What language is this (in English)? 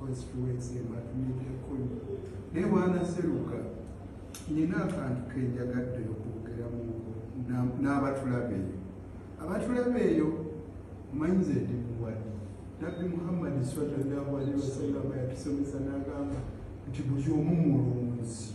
Ganda